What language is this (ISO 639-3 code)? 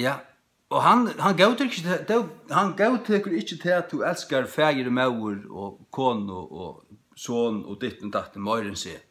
fao